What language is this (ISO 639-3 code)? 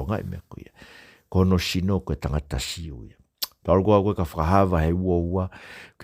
ton